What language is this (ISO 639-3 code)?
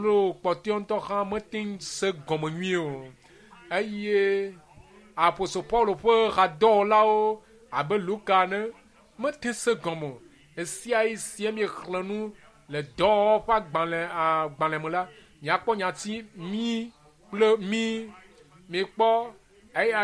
ewe